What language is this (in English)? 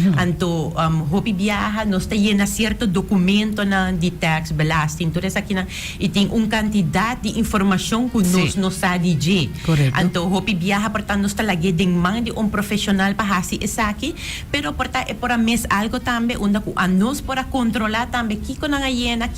Papiamento